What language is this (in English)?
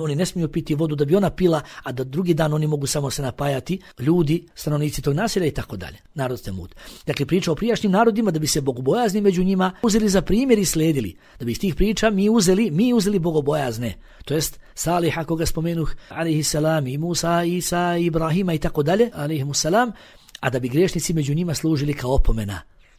Bosnian